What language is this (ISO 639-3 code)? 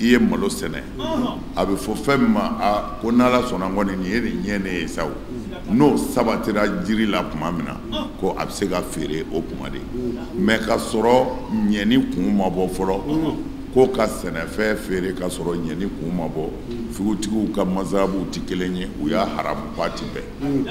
bam